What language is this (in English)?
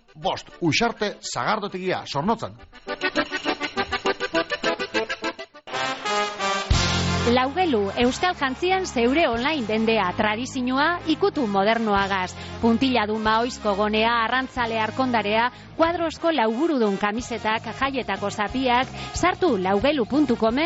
Basque